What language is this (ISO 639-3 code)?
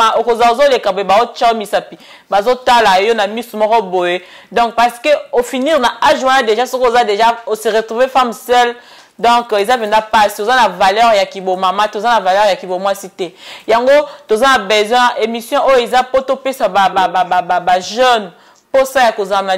lin